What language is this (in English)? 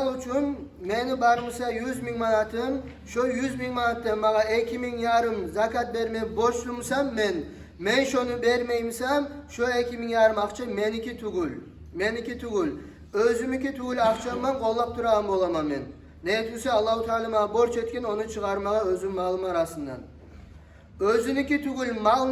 Kumyk